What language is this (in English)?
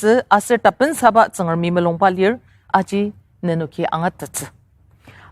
Ao Naga